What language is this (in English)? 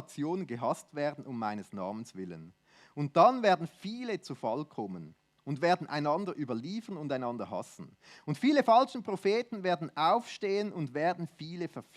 Swiss German